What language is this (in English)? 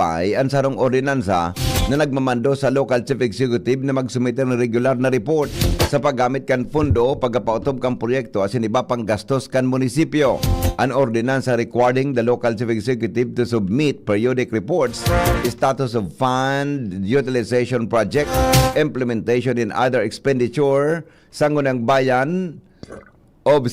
Bikol